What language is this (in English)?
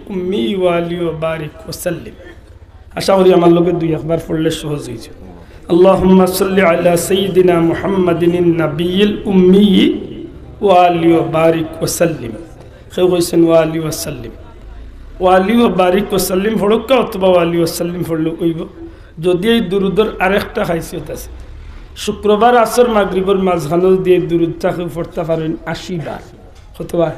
Sylheti